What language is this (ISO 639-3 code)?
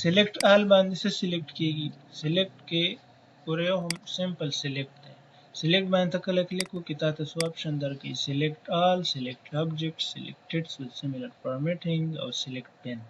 pus